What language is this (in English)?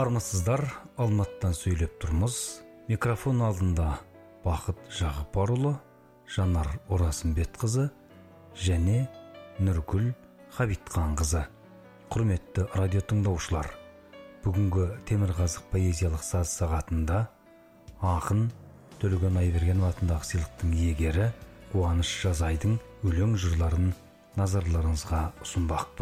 Kazakh